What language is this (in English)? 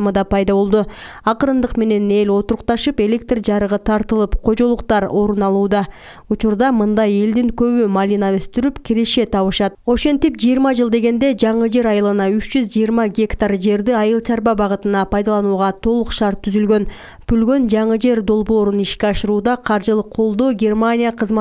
Kyrgyz